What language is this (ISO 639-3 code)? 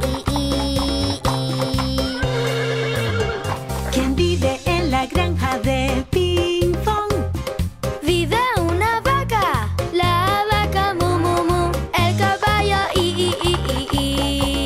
spa